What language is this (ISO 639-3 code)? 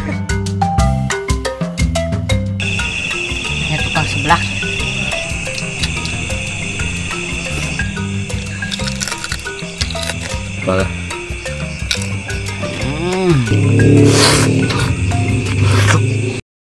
ind